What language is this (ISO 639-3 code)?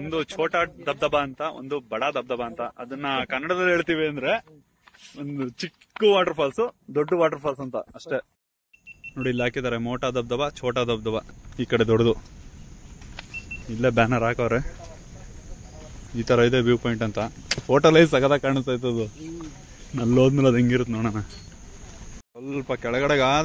kan